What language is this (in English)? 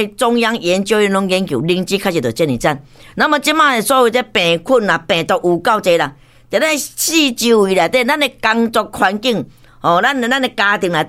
Min Nan Chinese